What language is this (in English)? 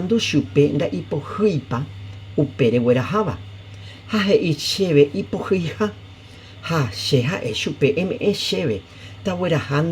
Guarani